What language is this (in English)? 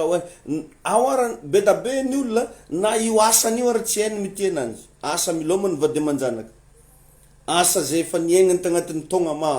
Malagasy